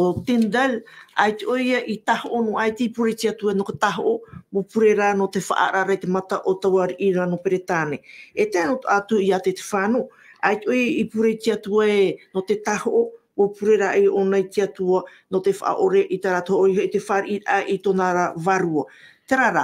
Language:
Tahitian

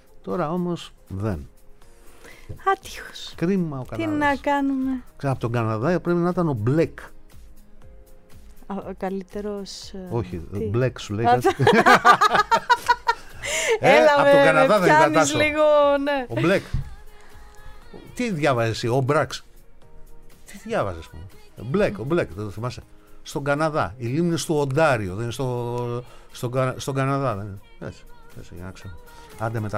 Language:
Greek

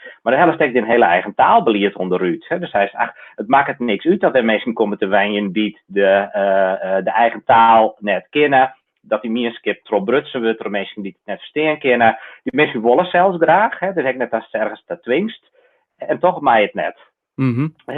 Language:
Western Frisian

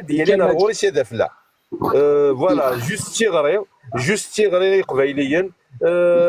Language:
Kabyle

